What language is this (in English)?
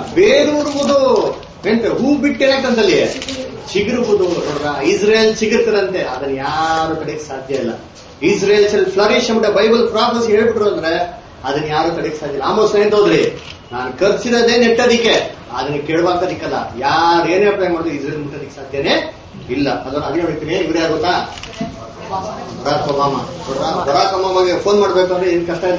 Kannada